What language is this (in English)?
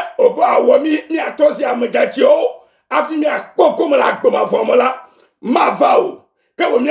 Ewe